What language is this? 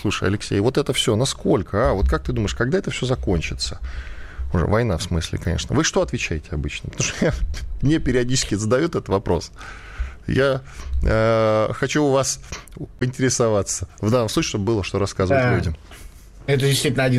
Russian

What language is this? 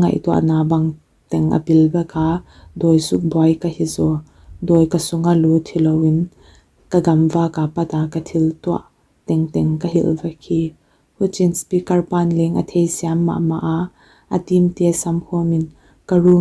Paite Chin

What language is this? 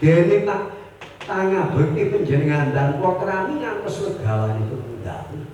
Javanese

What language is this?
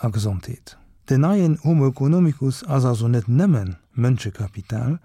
Luxembourgish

